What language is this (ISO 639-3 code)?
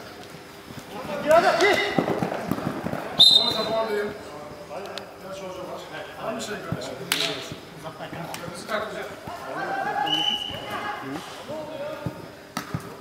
tur